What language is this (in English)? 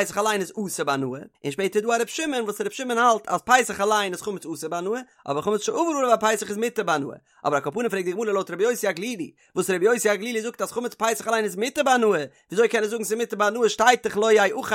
Yiddish